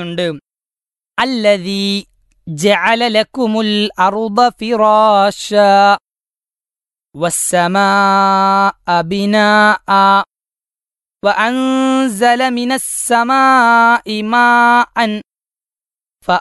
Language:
Malayalam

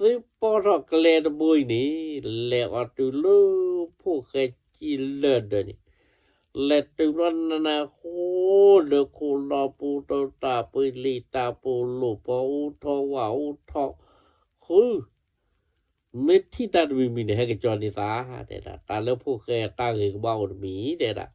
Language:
S'gaw Karen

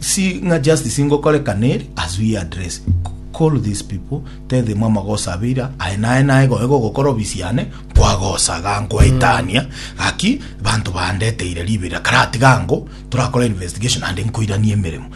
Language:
Gusii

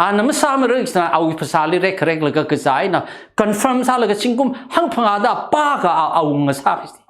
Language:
Tangkhul Naga (India)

